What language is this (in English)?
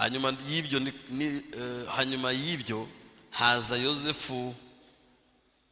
Kinyarwanda